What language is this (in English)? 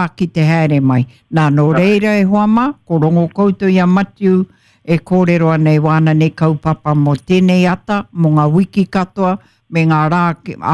Māori